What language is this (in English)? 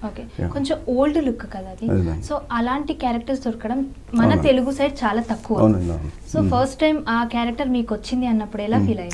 Telugu